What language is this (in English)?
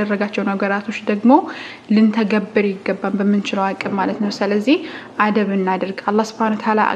Amharic